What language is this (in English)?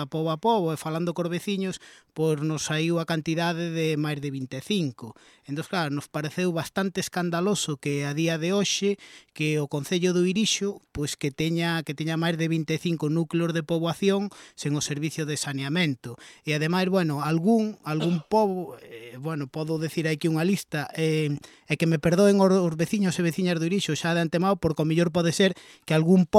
Galician